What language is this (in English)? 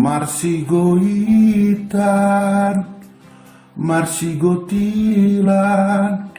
Batak Toba